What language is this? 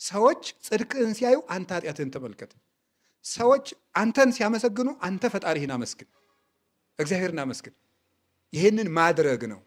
Amharic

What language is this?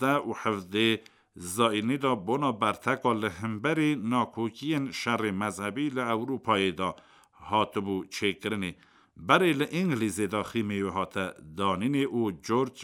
Kurdish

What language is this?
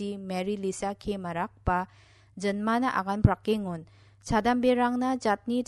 Garo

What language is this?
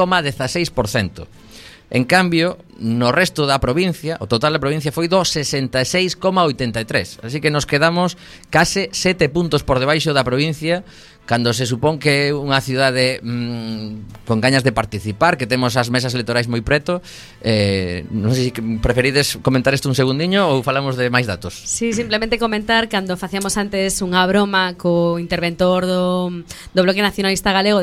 Galician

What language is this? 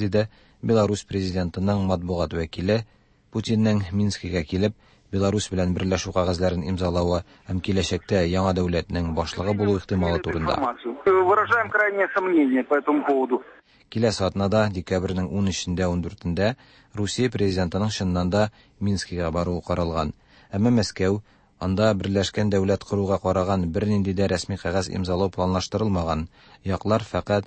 Tatar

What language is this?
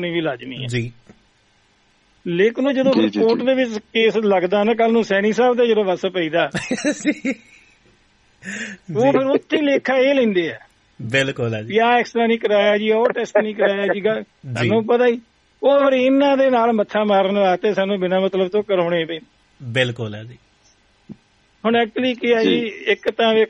Punjabi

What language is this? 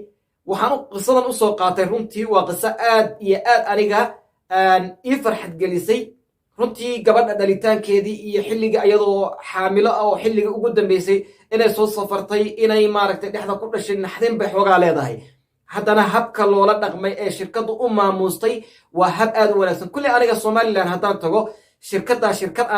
Somali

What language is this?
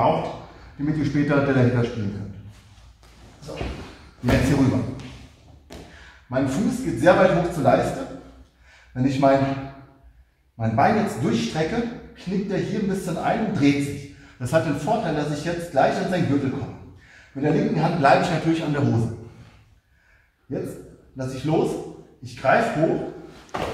German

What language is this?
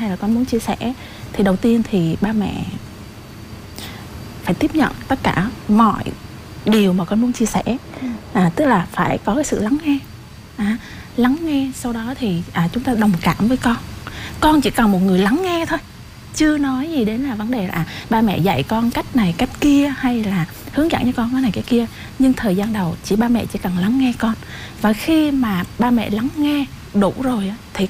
Vietnamese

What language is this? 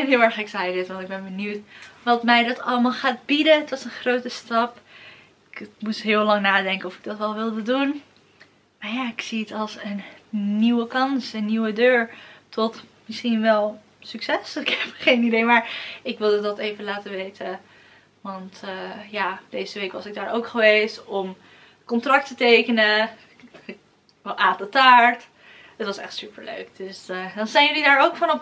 Dutch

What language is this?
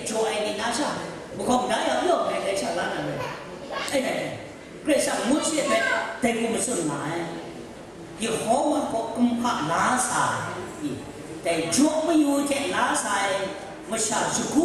Kachin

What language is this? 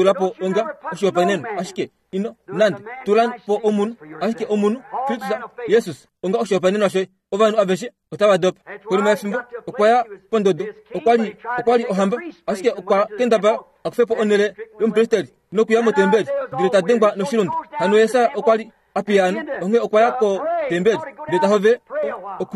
Kuanyama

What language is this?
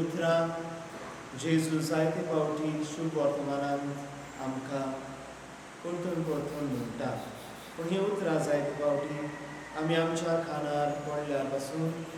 Konkani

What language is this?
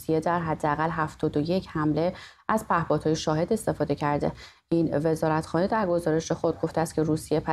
Persian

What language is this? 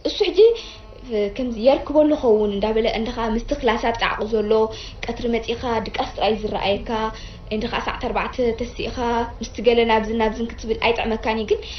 Tigrinya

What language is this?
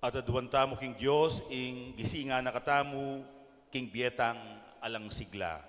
Pampanga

